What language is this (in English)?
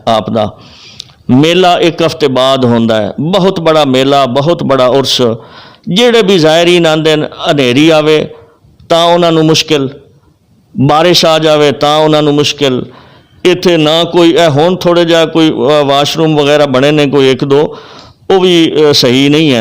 Western Panjabi